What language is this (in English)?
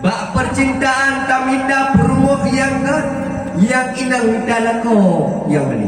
Achinese